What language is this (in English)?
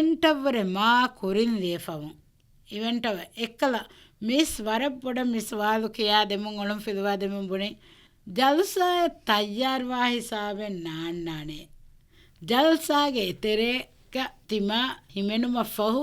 Divehi